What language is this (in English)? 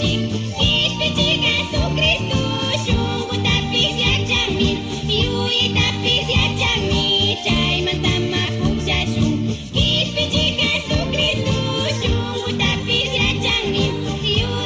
Chimborazo Highland Quichua